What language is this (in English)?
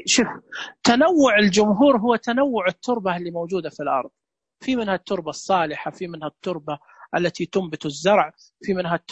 Najdi Arabic